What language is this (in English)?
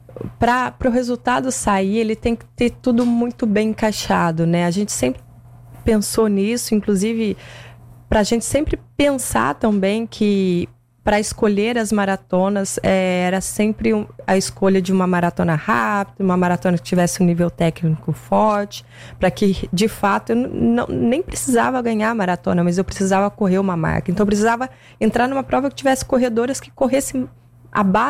Portuguese